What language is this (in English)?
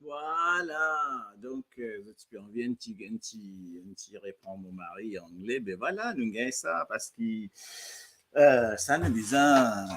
Morisyen